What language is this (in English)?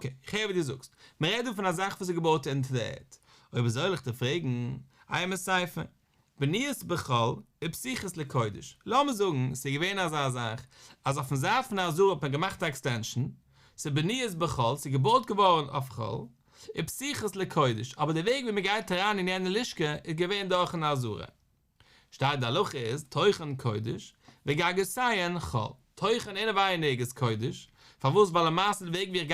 Yiddish